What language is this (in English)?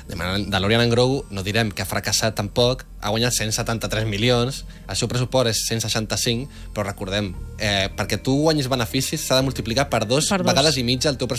Catalan